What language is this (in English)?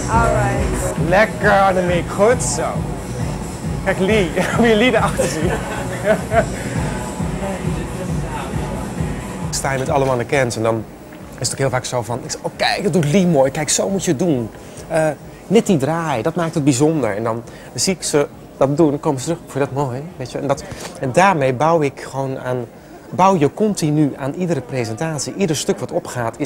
Dutch